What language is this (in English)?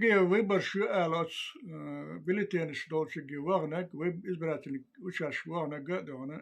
Chechen